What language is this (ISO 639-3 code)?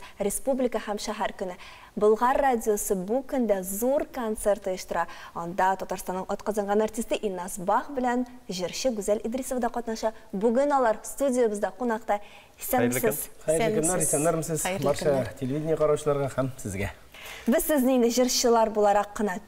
tat